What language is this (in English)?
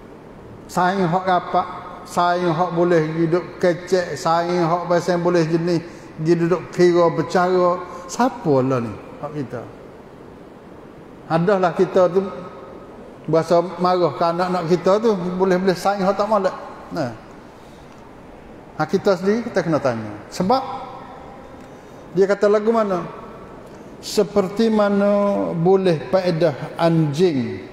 Pattani Malay